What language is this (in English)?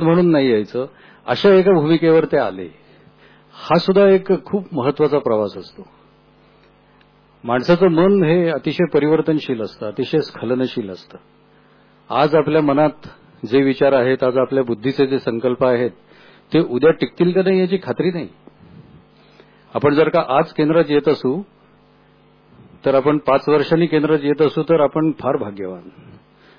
Marathi